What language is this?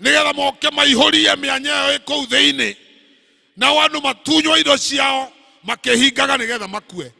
Kikuyu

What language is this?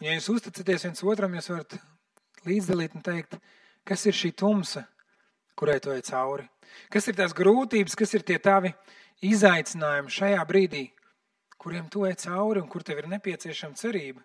Latvian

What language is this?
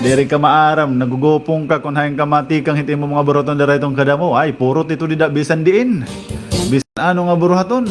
Waray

